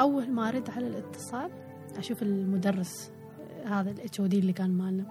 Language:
Gulf Arabic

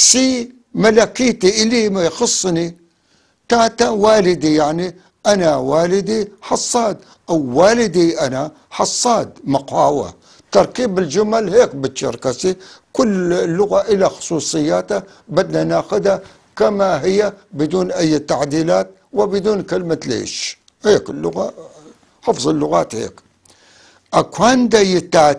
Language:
North Levantine Arabic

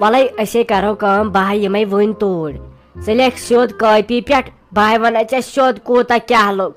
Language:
Kashmiri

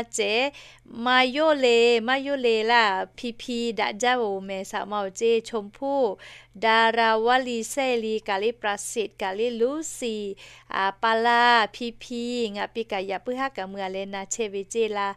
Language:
Lahu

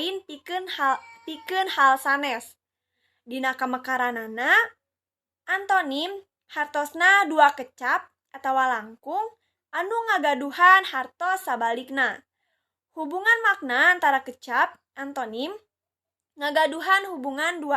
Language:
Sundanese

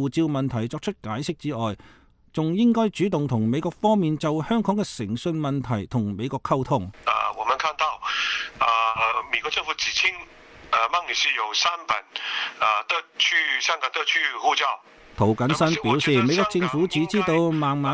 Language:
Cantonese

